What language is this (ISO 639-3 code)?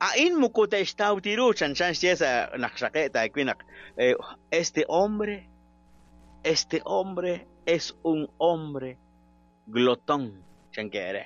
kek